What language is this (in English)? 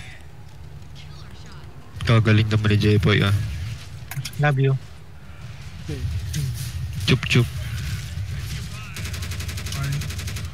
Filipino